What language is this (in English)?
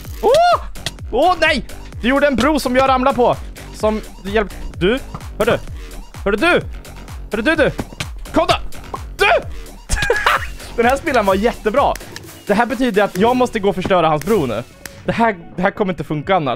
Swedish